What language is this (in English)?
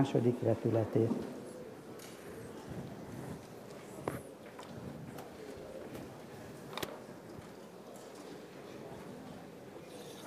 Hungarian